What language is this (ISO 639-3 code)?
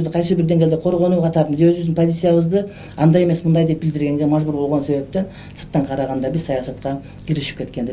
kir